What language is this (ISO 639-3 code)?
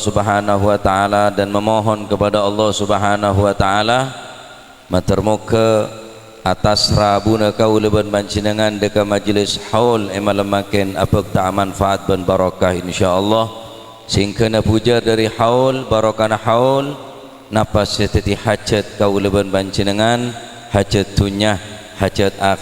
mad